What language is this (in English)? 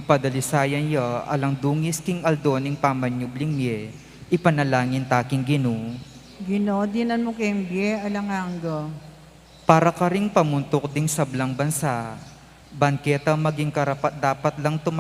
Pampanga